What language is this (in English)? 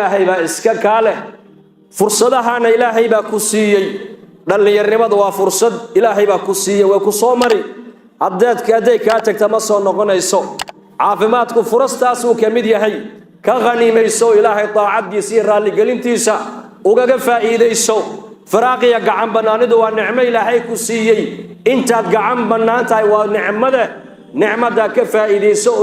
Somali